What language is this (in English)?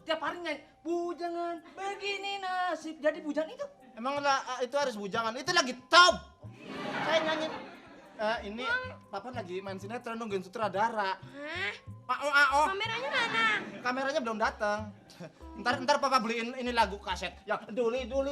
Betawi